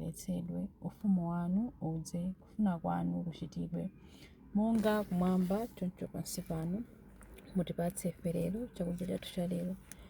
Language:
Nyanja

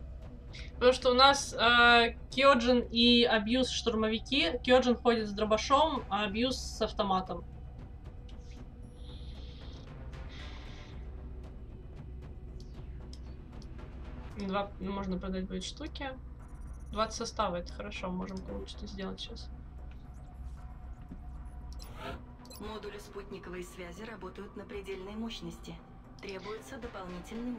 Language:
Russian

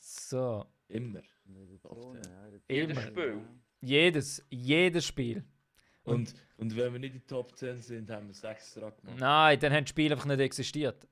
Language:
Swiss German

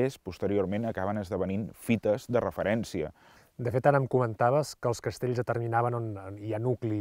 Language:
Catalan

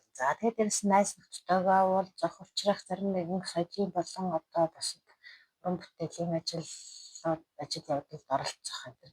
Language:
Mongolian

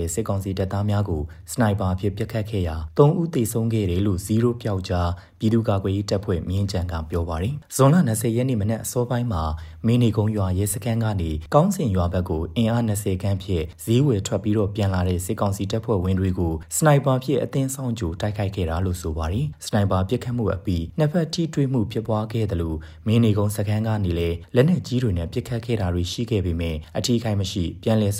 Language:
Burmese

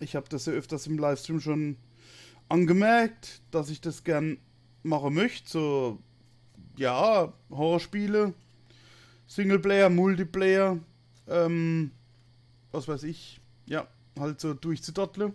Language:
Palatine German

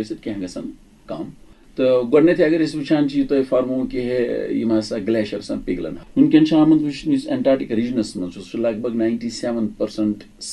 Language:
Kashmiri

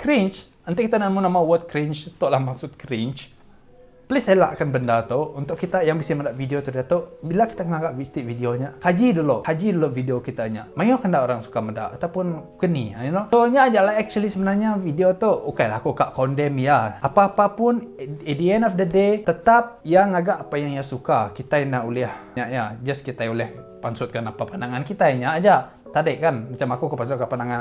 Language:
Iban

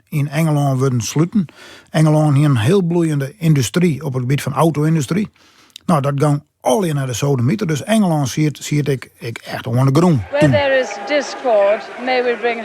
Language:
Western Frisian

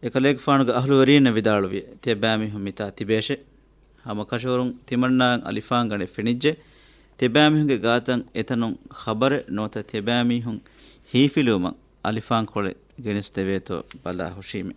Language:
Divehi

